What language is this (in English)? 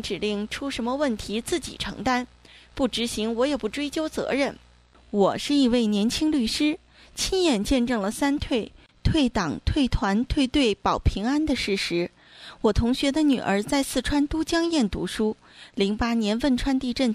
Chinese